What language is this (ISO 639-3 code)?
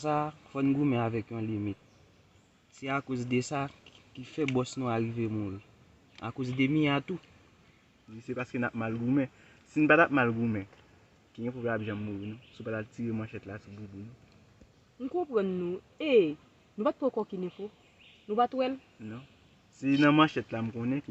hat